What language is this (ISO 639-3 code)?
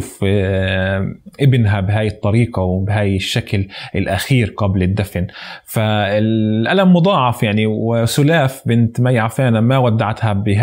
apc